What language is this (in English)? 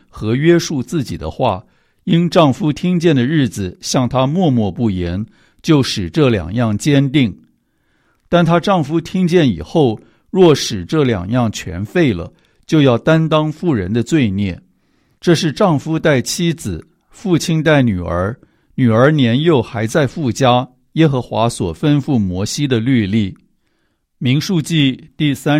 Chinese